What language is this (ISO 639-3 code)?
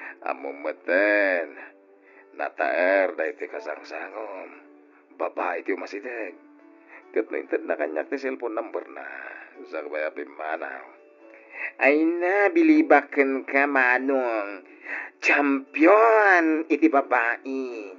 ilo